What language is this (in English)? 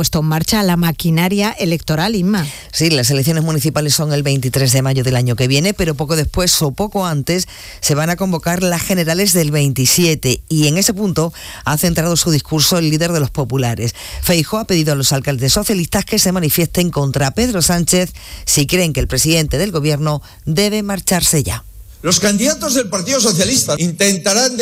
Spanish